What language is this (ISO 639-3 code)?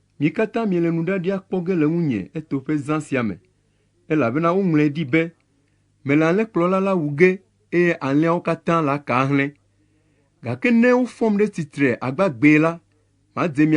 ewe